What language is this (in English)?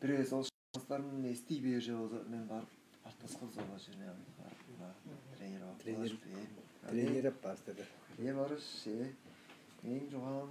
Tuvinian